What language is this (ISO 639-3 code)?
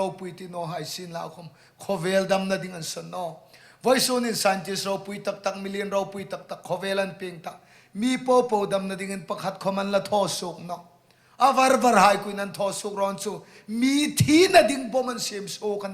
hmr